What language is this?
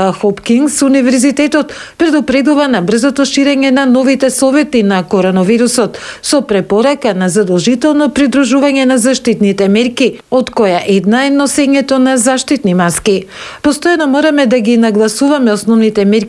Macedonian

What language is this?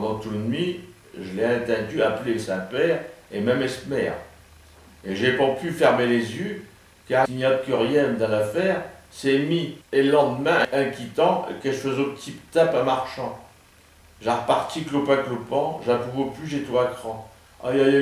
Picard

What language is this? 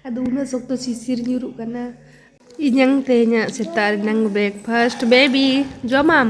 Santali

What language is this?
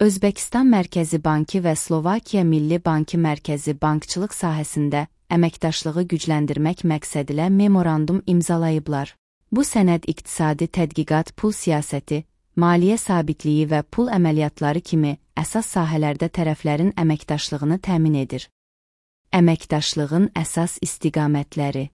Azerbaijani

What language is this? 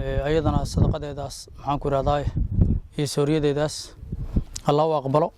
Somali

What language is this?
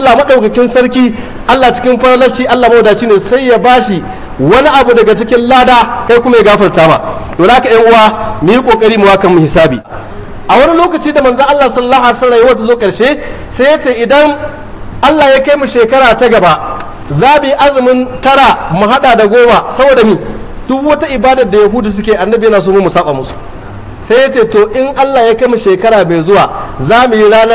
Hausa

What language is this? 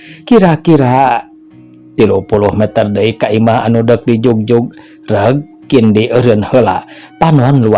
Sundanese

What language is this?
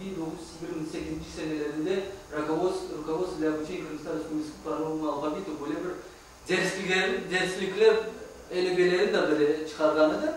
Crimean Tatar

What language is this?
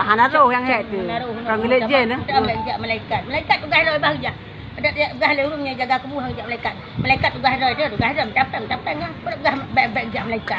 Achinese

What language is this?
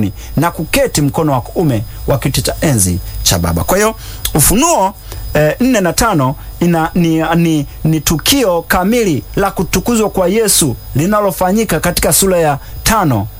Swahili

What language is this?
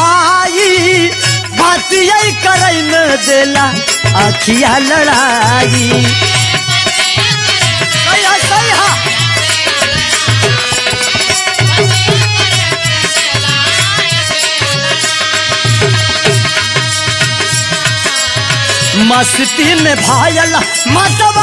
Bhojpuri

